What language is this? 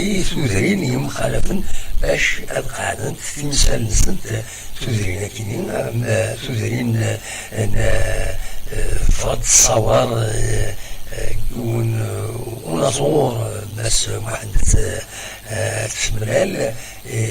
Kabyle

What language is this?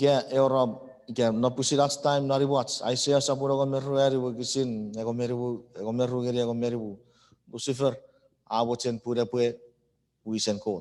Chuukese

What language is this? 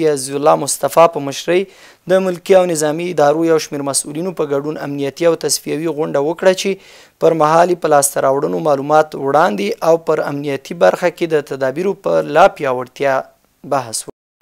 Pashto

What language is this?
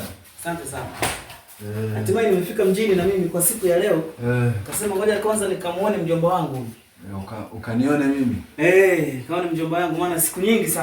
Swahili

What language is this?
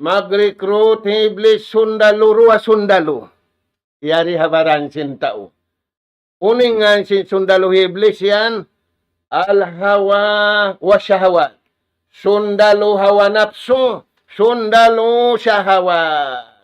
Tausug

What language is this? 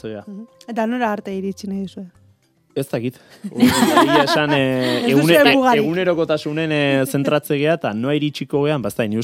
Basque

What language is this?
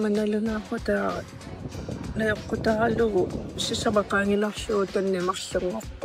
Kalaallisut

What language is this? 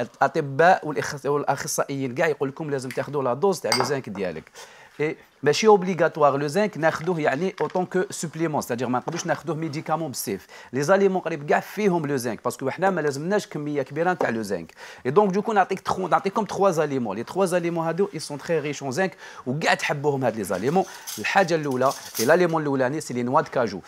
Algerian Arabic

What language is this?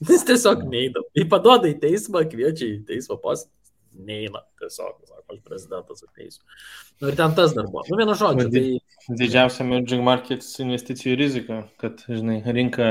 Lithuanian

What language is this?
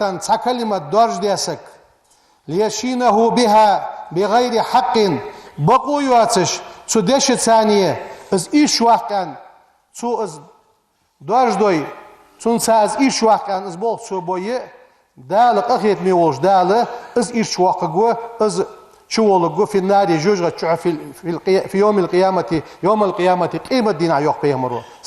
Ingush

